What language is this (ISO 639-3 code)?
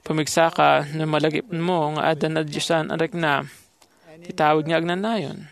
ilo